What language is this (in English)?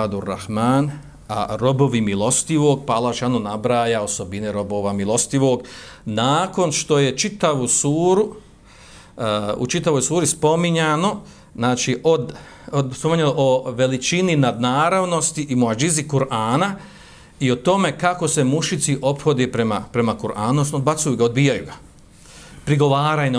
Bosnian